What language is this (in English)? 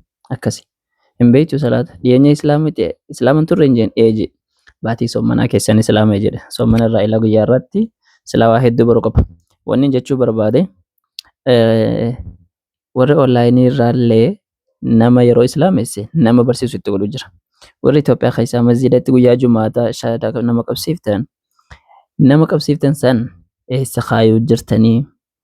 Oromo